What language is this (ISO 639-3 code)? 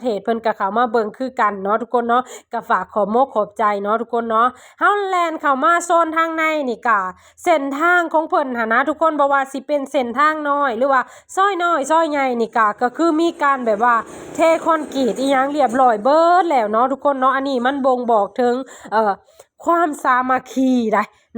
lao